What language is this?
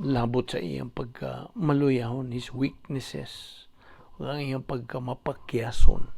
Cebuano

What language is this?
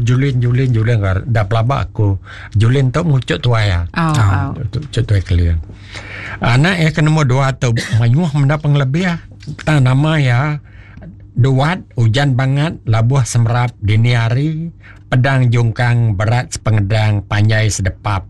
Iban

